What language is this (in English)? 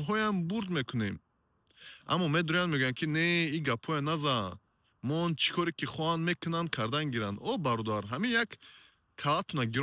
Tajik